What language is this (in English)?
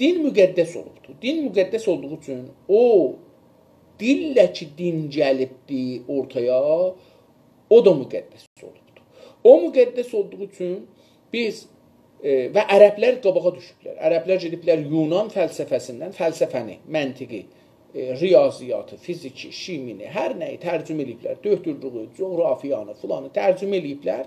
South Azerbaijani